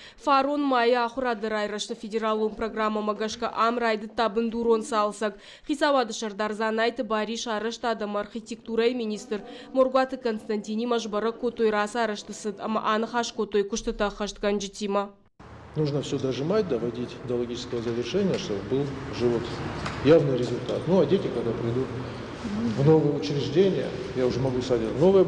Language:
Ossetic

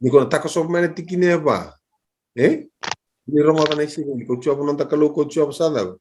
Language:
Fijian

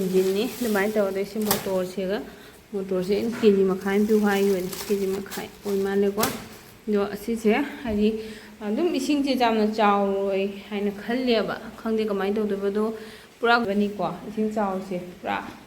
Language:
Manipuri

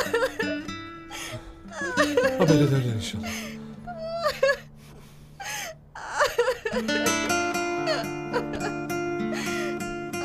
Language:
Turkish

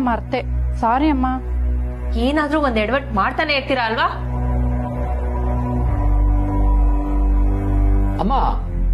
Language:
Kannada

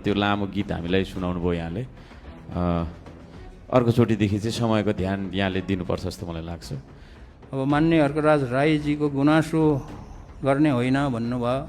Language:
Nepali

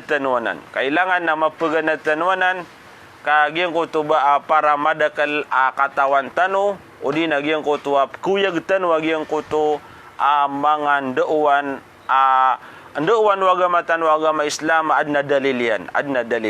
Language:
Maranao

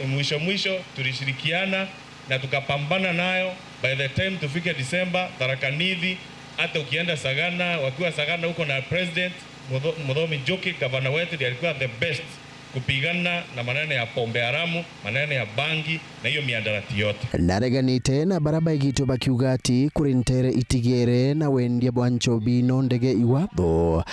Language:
Meru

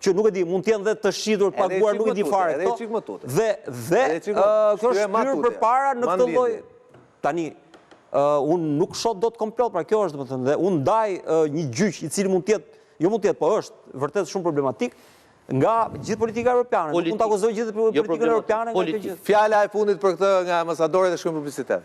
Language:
Albanian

